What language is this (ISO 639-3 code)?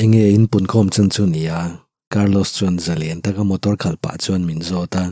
lus